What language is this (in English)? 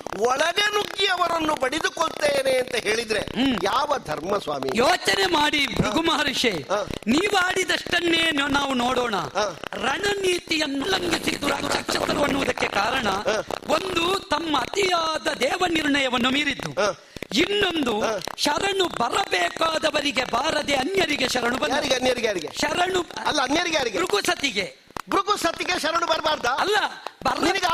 Kannada